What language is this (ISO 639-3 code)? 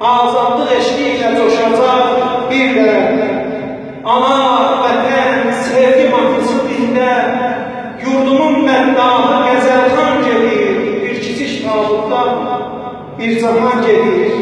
azb